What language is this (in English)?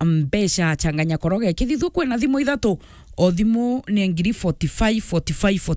Meru